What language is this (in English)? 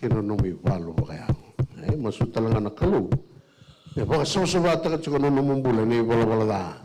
Fijian